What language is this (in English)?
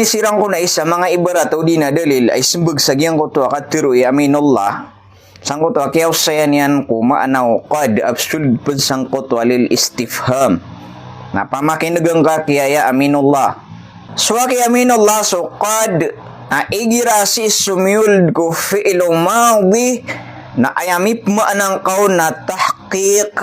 Maranao